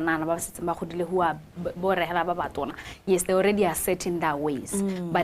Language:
Tswana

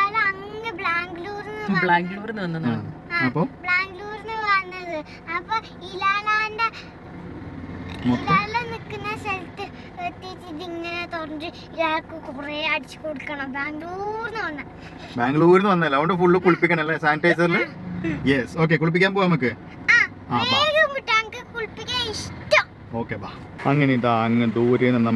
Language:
Malayalam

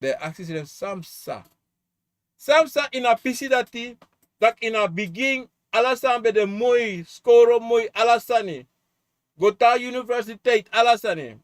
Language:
Sranan Tongo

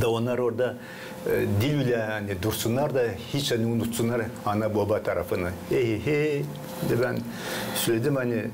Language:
Gagauz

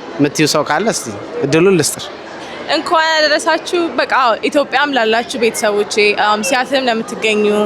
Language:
Amharic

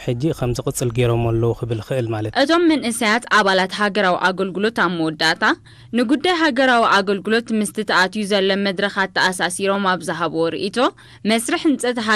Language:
Tigrinya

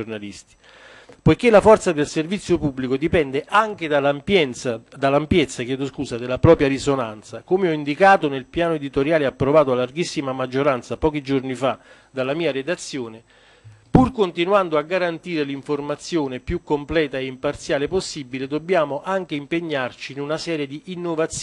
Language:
Italian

